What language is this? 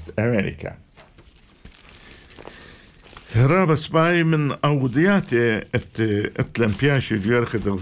Assyrian Neo-Aramaic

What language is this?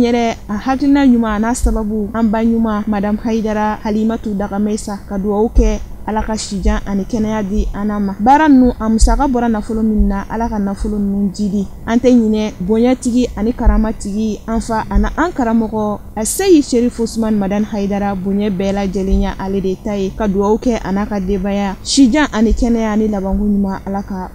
Bambara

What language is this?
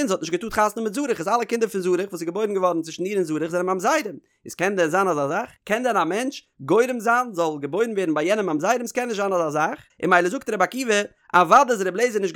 Yiddish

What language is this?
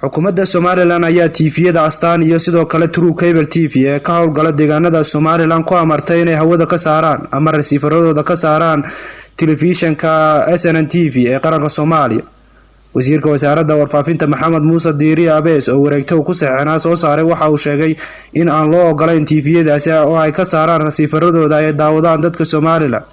Somali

